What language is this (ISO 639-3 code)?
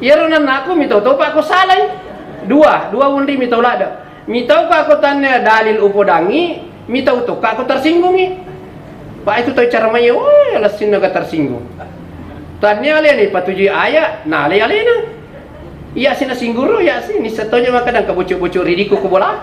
bug